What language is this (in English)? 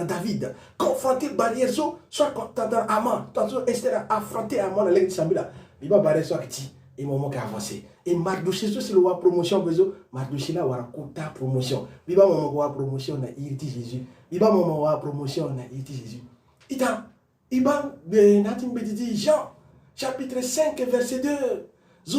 Sango